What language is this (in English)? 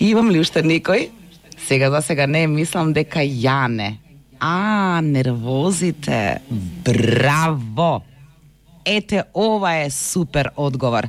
Macedonian